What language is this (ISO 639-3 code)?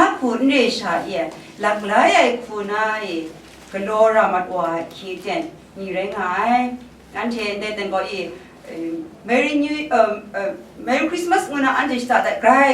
kac